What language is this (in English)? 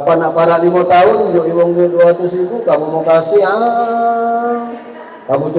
Musi